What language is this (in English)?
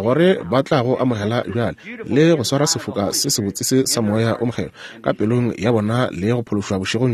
Northern Sotho